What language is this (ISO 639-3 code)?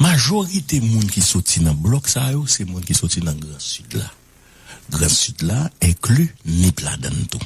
hat